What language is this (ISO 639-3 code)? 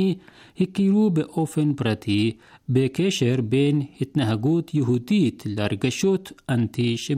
heb